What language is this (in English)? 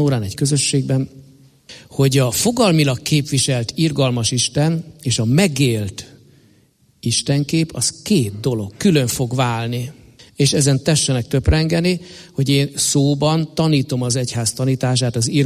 Hungarian